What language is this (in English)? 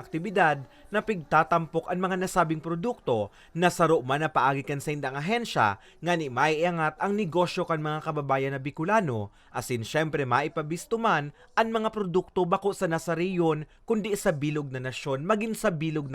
Bikol